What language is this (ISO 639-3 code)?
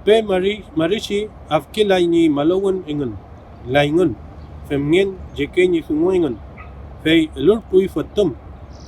arn